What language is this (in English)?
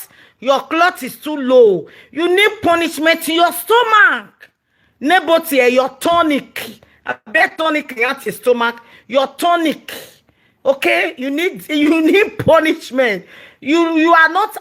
Nigerian Pidgin